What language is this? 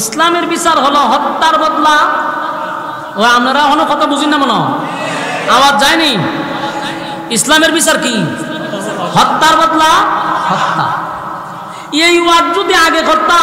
Bangla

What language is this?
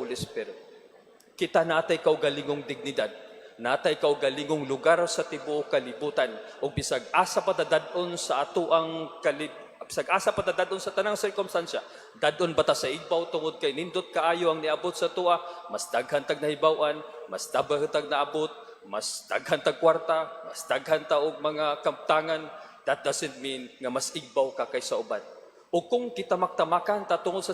Cebuano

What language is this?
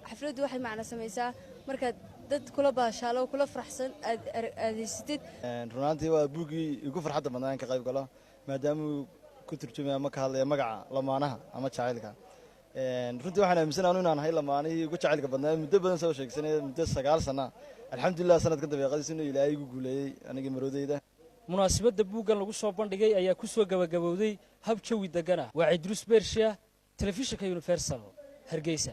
Somali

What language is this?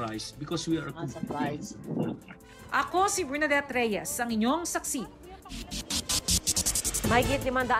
Filipino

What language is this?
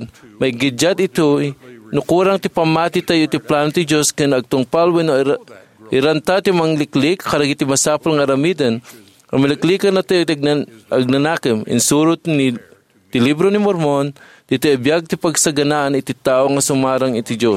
Iloko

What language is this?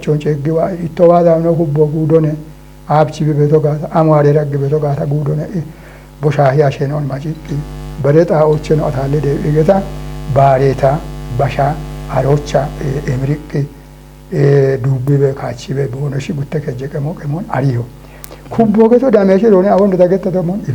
Kafa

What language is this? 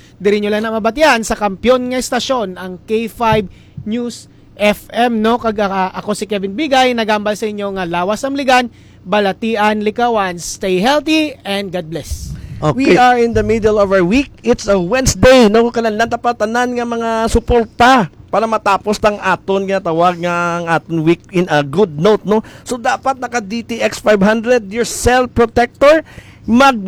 Hiligaynon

